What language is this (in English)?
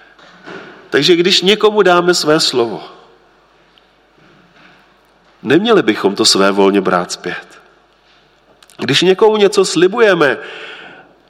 Czech